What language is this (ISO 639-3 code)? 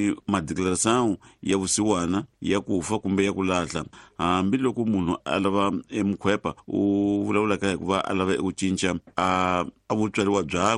tso